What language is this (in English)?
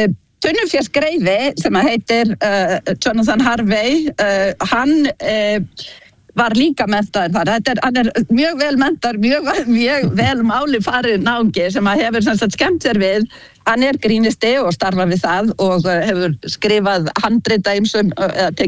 Icelandic